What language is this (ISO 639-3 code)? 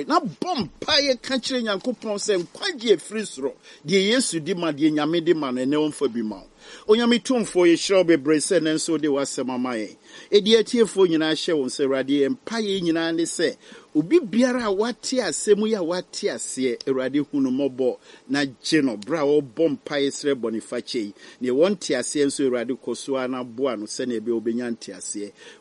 aka